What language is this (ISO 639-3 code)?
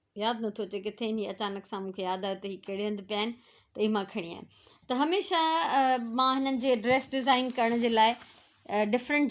snd